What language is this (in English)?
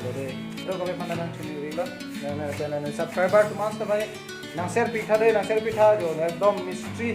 Karbi